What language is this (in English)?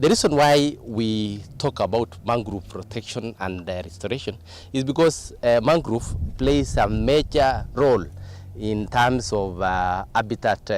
Kamba